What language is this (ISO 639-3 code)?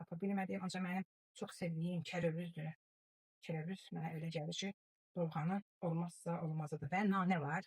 aze